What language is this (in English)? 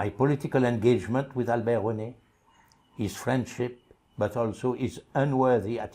Seselwa Creole French